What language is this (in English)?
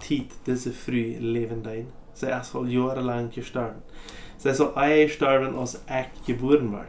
Plautdietsch